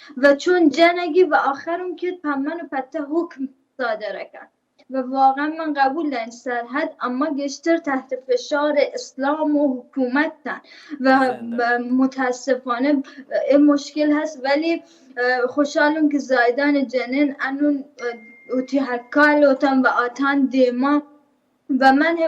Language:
Baluchi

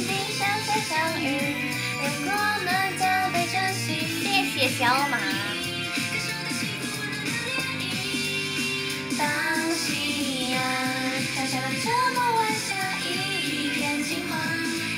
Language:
Chinese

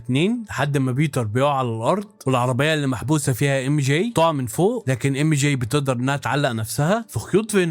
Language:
Egyptian Arabic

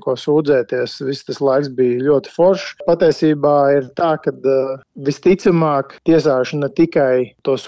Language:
Latvian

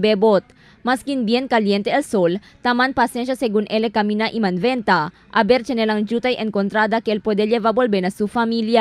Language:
Chavacano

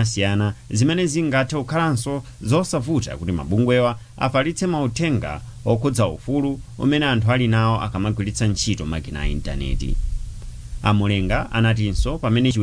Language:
Nyanja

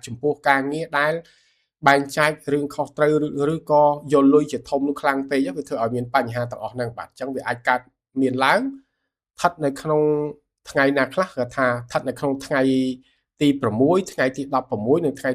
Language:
Khmer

